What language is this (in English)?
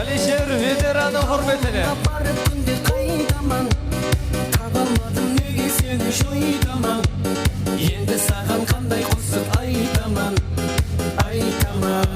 Kara-Kalpak